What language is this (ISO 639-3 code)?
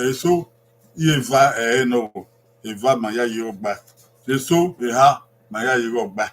bin